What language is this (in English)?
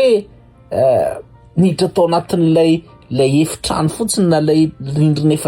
Malagasy